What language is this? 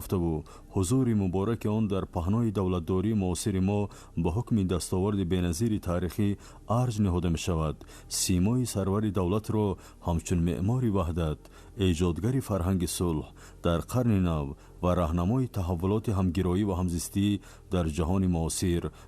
Tajik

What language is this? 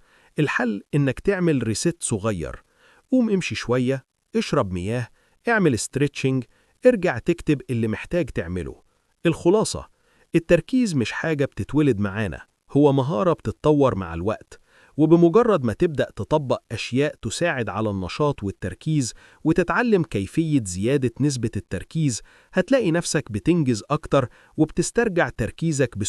Egyptian Arabic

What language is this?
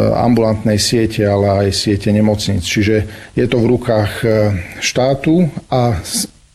Slovak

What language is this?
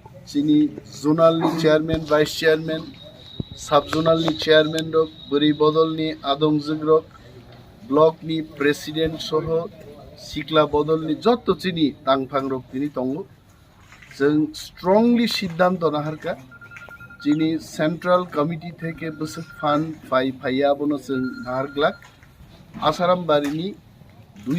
Riang (India)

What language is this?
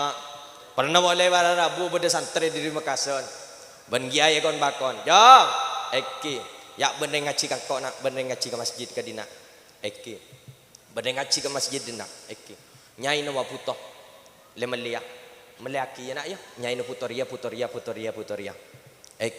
Madurese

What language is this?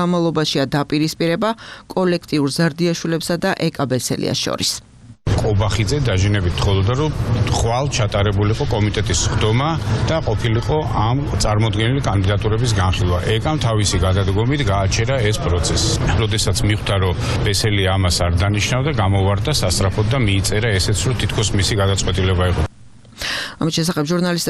Georgian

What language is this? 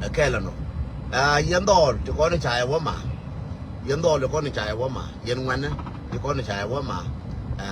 Nuer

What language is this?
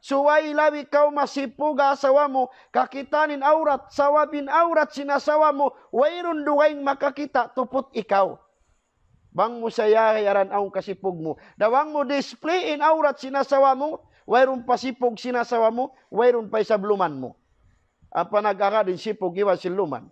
Tausug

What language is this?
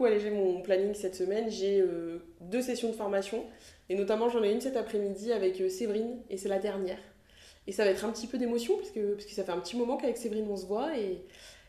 French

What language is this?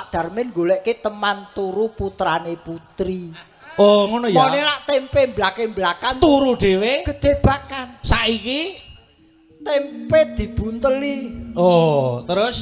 Javanese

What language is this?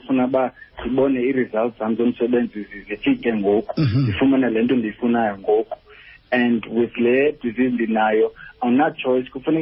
Xhosa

